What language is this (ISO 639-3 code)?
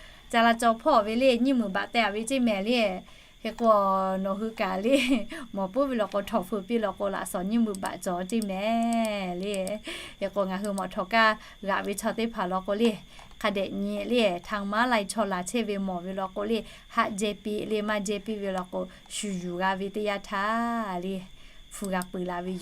lhu